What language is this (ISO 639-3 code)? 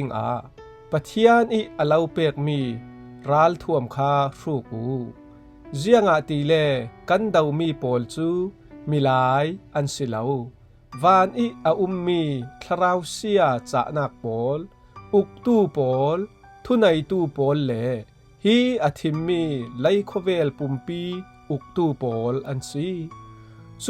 cfm